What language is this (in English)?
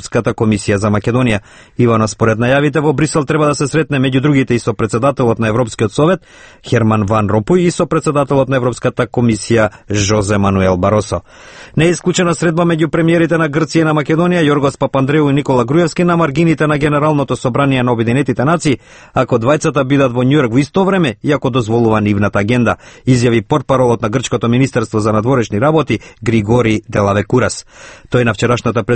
Macedonian